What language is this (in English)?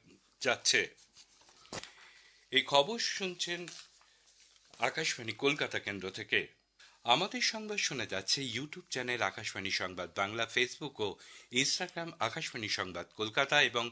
Bangla